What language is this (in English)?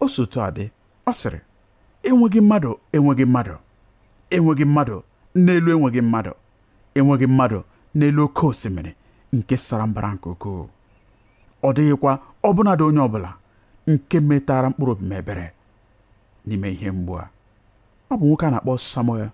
Igbo